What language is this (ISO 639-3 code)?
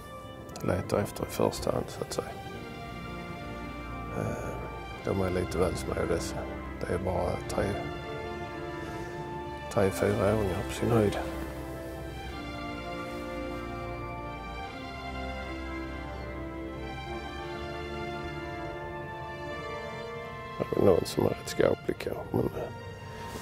swe